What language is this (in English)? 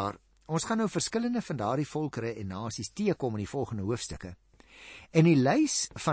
Afrikaans